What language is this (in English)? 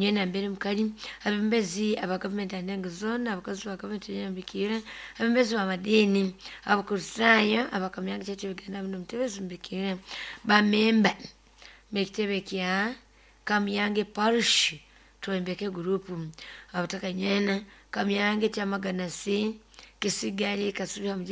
Nyoro